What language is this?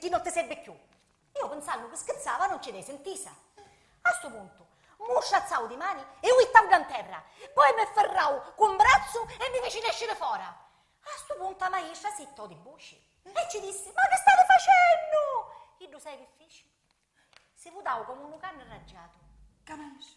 Sicilian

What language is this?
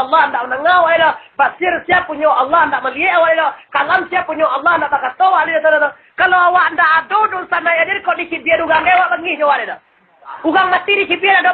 Minangkabau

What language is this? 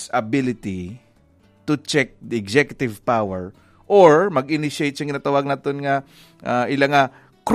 Hiligaynon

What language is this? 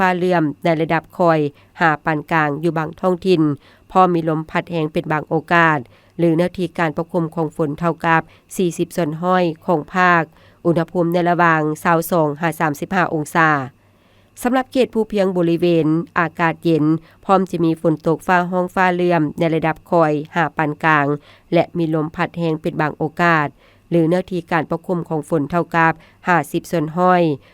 Lao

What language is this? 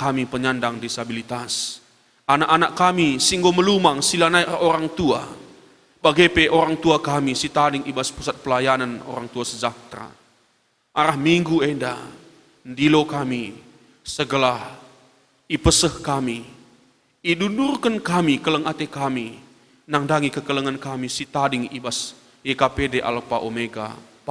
Batak Karo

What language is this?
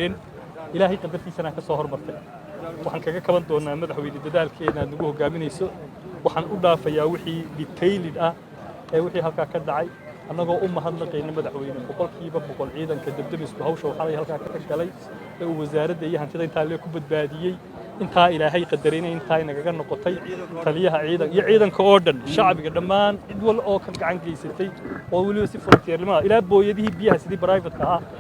Somali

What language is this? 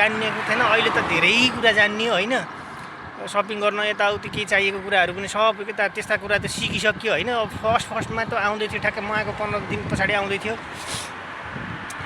Nepali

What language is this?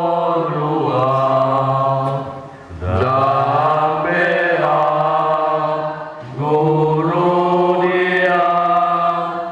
Batak Toba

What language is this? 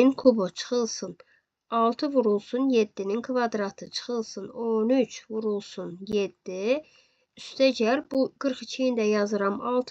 Azerbaijani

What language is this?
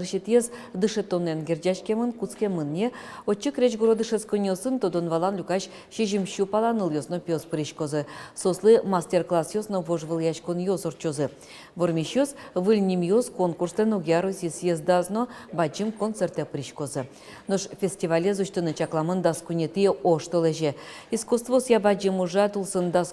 Udmurt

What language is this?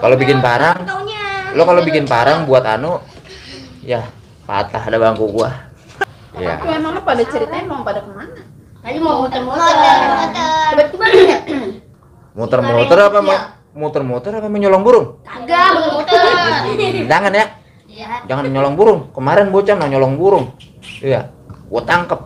Betawi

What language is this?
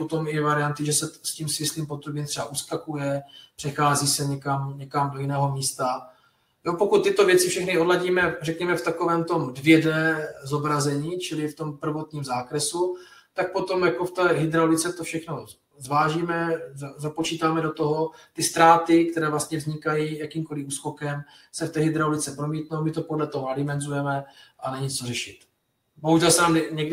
Czech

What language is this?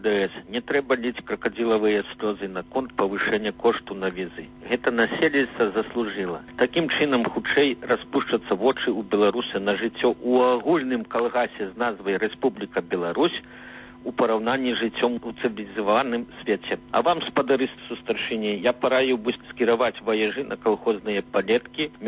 Belarusian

